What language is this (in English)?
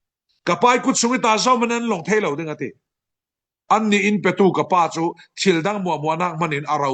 Falam Chin